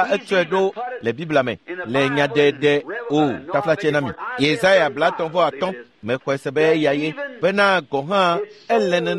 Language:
Ewe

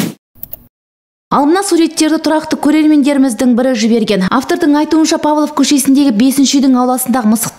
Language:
Kazakh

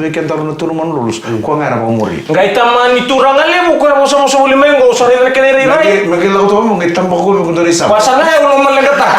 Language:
Fijian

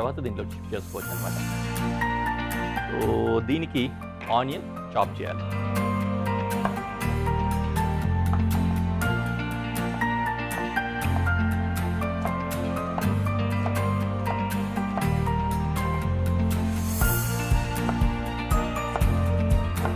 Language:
Telugu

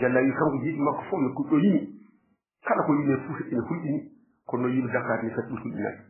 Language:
Fula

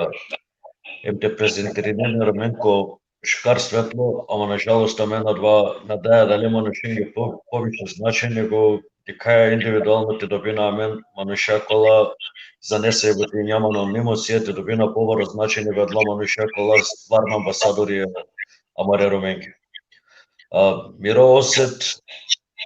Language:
Balkan Romani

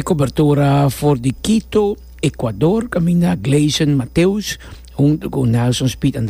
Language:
Papiamento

